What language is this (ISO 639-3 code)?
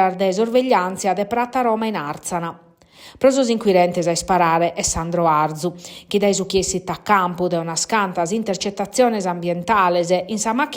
srd